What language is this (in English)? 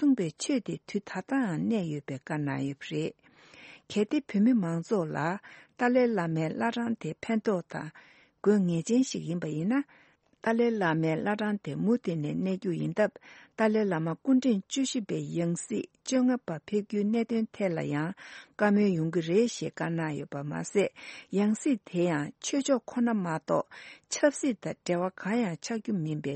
Tibetan